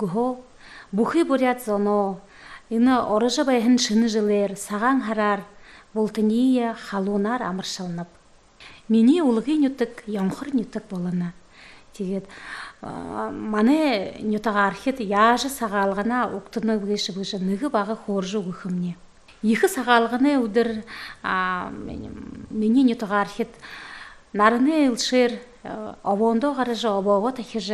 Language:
Buriat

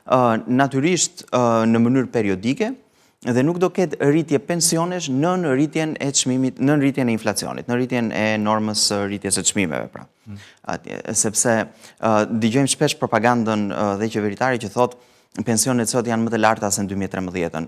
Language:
Albanian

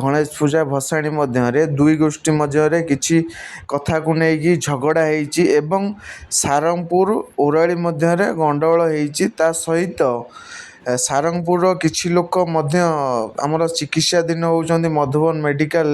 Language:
Odia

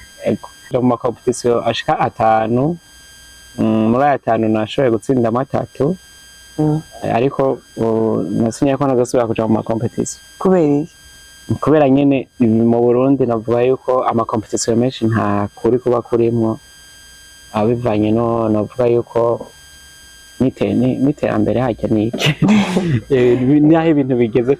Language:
Rundi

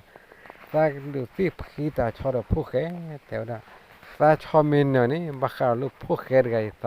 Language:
S'gaw Karen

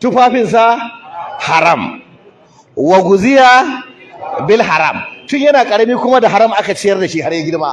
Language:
Hausa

